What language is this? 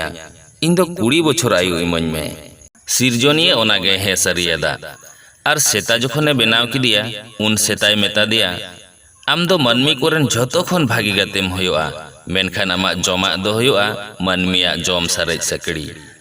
Santali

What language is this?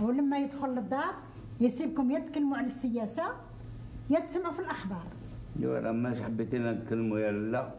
Algerian Arabic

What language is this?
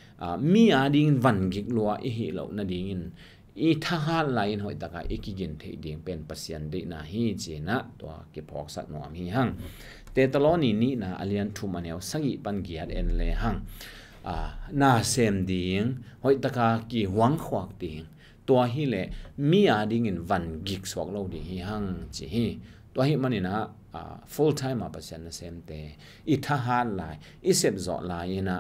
Tedim Chin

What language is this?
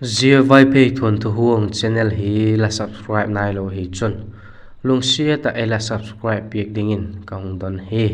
Vaiphei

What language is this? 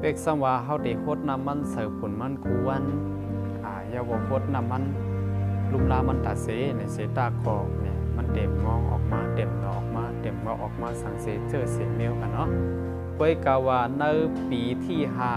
Shan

